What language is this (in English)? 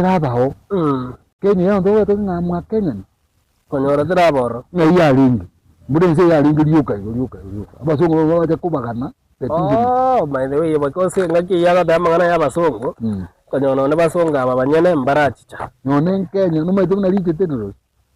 Gusii